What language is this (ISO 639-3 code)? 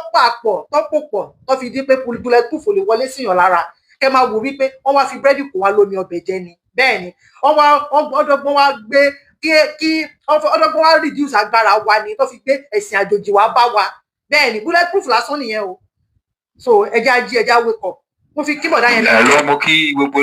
yor